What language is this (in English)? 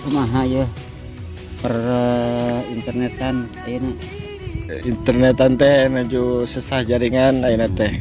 Sundanese